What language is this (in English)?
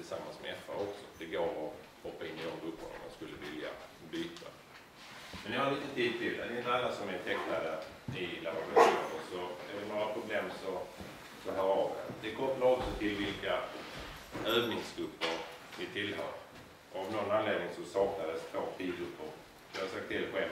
Swedish